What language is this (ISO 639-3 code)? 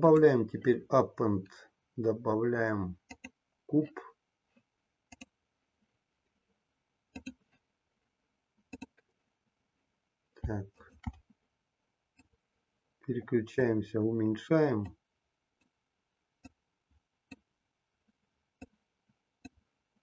rus